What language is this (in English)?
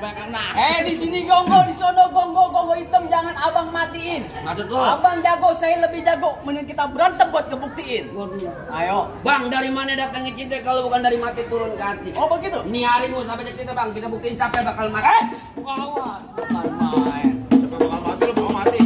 Betawi